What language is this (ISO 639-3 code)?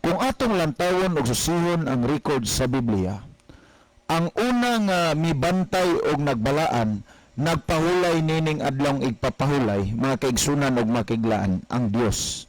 ceb